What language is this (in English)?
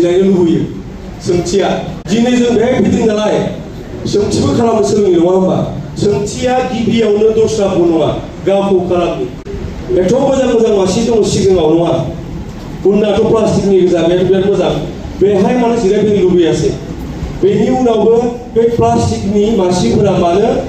Bodo